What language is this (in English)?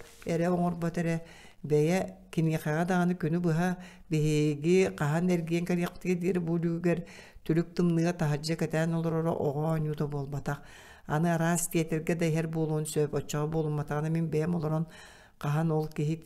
Yakut